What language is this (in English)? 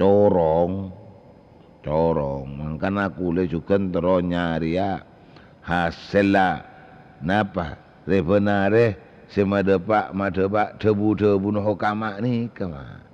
Madurese